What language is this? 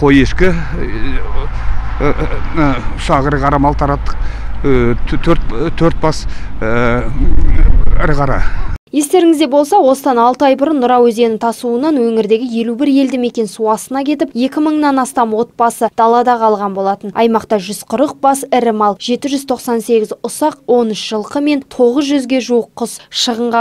Kazakh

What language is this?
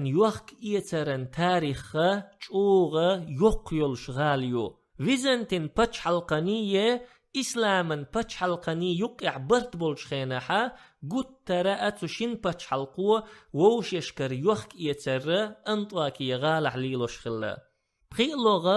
Chechen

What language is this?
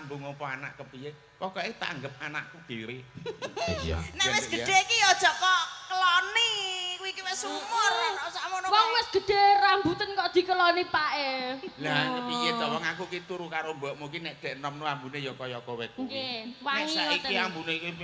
Javanese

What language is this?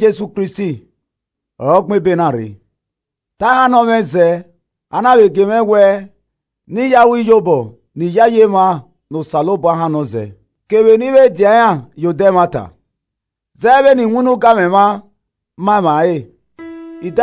Esan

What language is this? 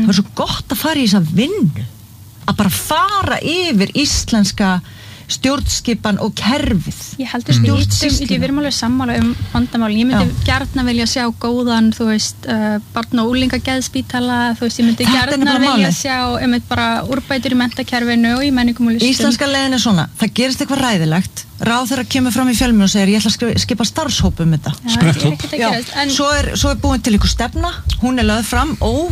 Icelandic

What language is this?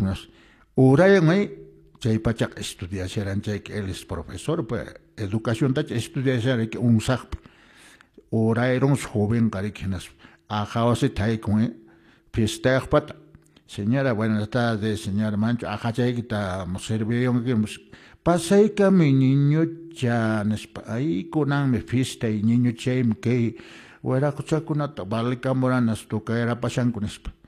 Quechua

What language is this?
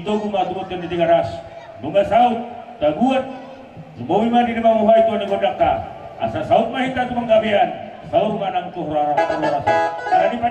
Batak Toba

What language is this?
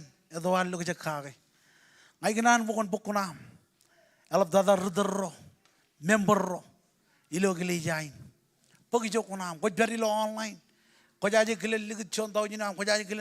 Marshallese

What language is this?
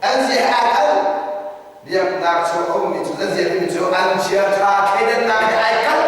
Hakha Chin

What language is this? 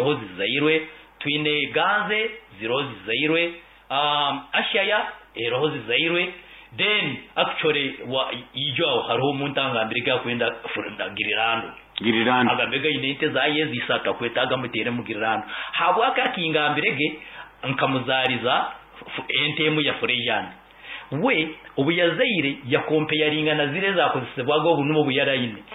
Nyoro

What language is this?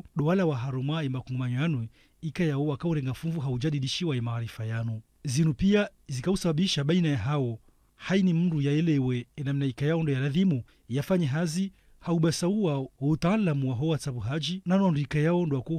Swahili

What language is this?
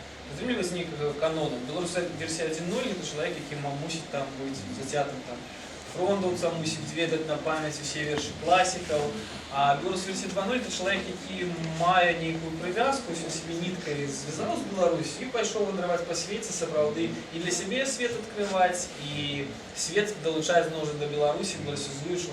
Belarusian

